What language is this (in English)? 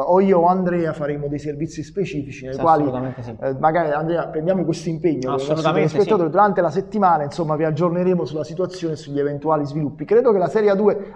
Italian